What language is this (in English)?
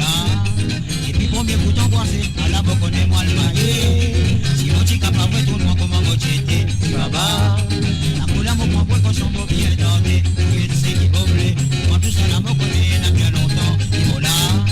Morisyen